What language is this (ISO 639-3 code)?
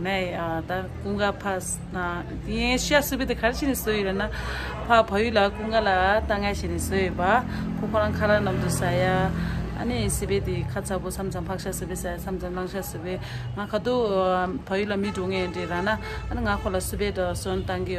bod